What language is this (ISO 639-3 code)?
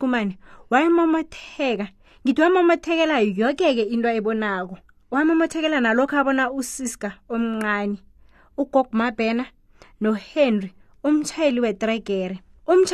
nbl